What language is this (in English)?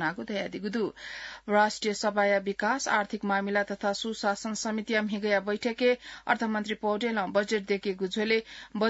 Newari